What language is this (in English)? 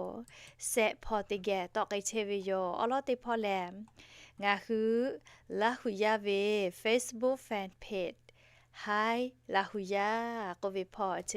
Lahu